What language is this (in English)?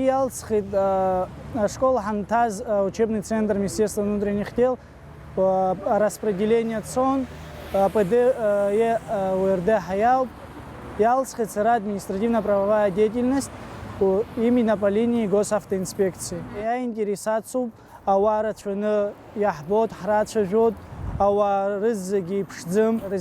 Abkhazian